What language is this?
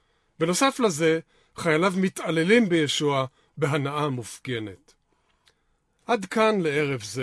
Hebrew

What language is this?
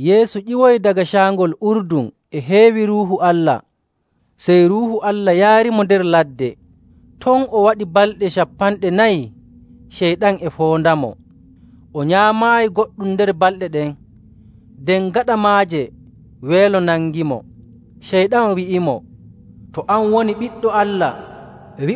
Nigerian Fulfulde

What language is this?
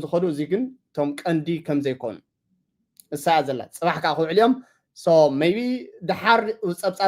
Tigrinya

